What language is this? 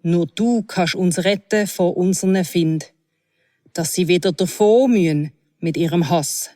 Swiss German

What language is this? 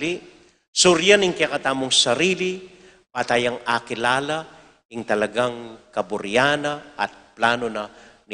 Pampanga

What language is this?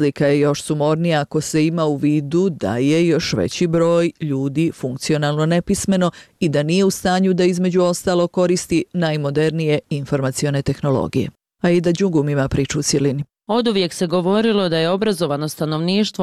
Bosnian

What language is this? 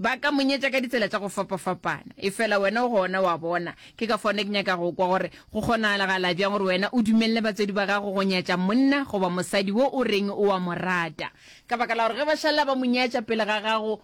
Northern Sotho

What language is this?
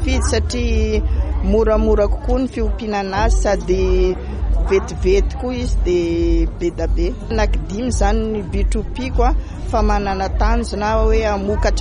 Malagasy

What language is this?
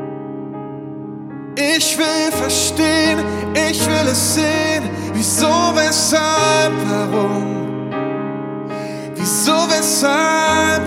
German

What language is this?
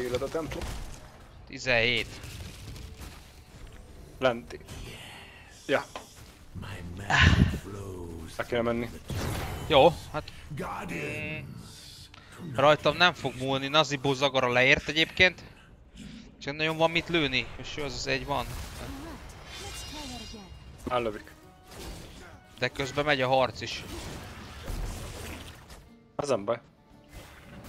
Hungarian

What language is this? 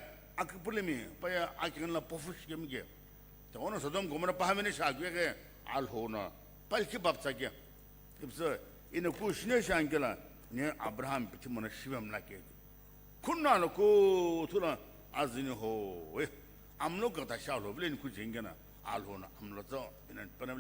Sumi Naga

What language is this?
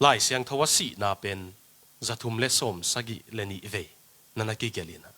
Tedim Chin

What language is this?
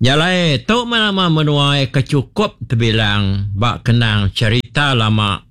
Iban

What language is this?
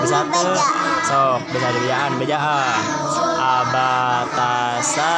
Sundanese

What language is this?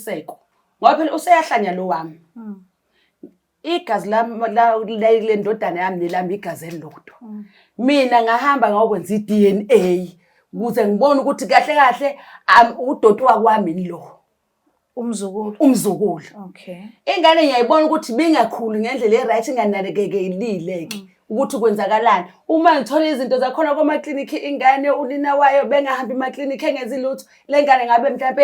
Zulu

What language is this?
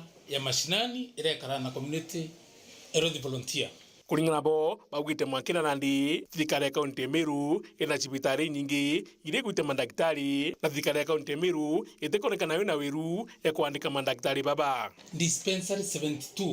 Meru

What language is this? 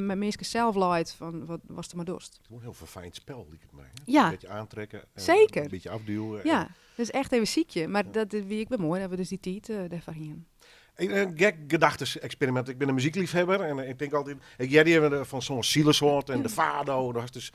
Western Frisian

